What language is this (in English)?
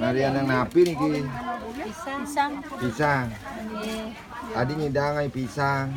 Balinese